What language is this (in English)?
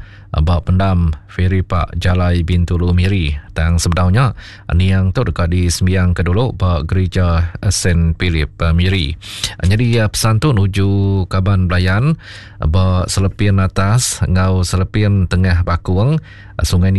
Iban